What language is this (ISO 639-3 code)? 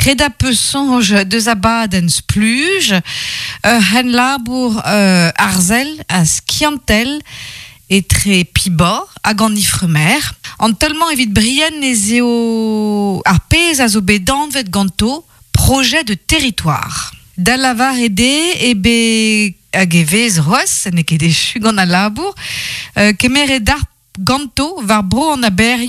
bre